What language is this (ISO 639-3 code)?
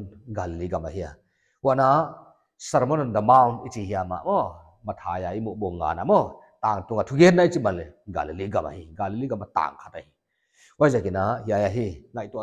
pck